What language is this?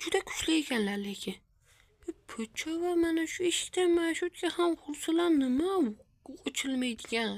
Uzbek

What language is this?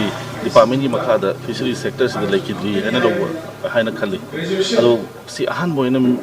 Manipuri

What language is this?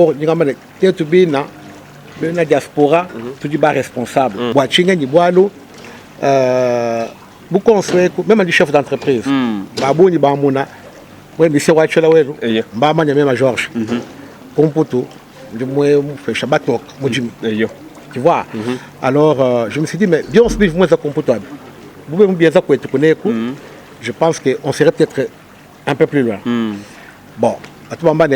Luba-Lulua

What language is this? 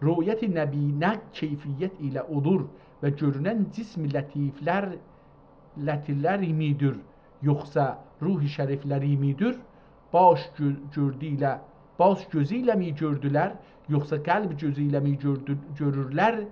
South Azerbaijani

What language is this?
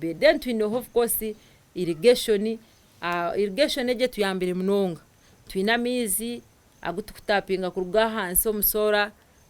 Nyankole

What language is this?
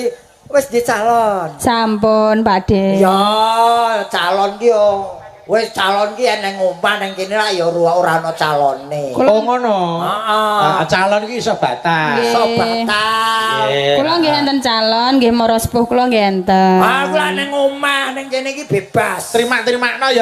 Javanese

